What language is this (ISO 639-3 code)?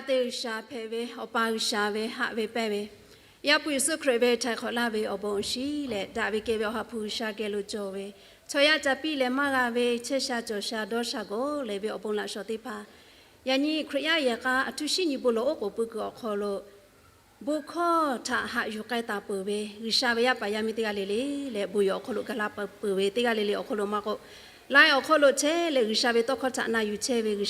lhu